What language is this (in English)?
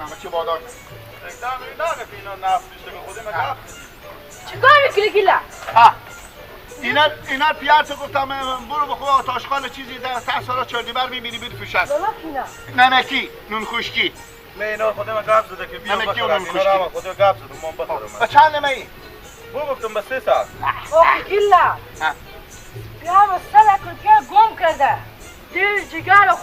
Persian